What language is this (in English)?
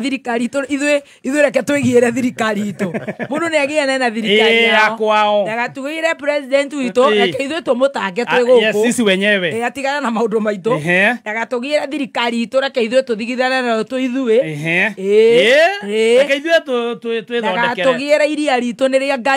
Kikuyu